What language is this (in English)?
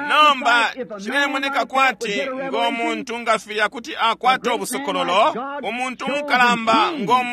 Bemba